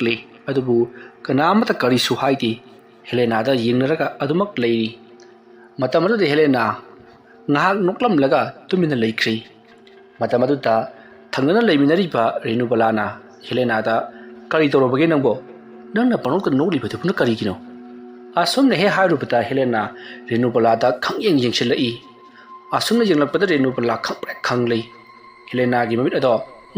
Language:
Manipuri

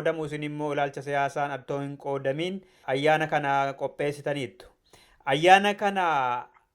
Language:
Oromo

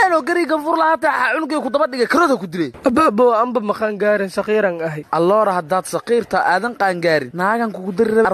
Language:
Somali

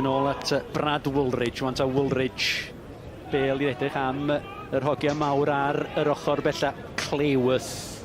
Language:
Welsh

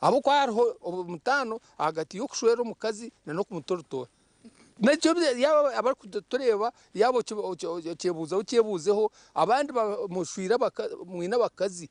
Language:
Nyankole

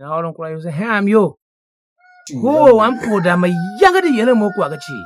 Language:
Tiv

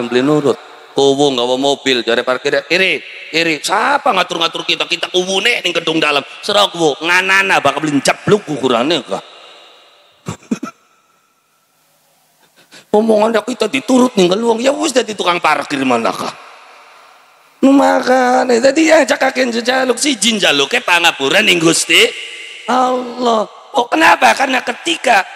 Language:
Javanese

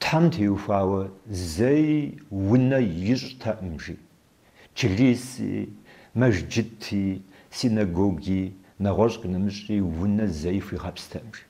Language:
Kabardian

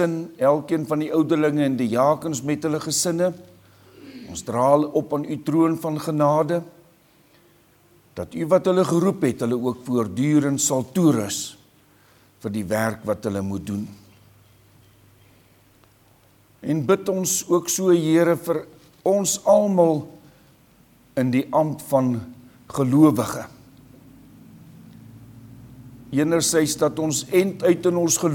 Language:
Afrikaans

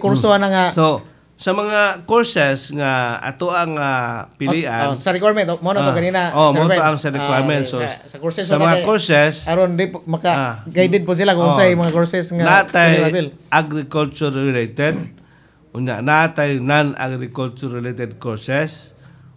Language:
Cebuano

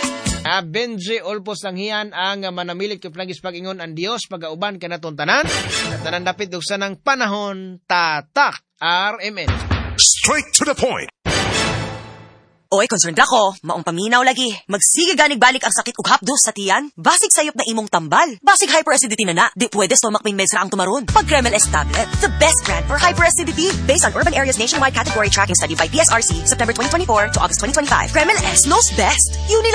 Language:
Cebuano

